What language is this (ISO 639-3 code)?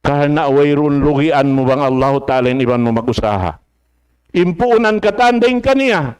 tsg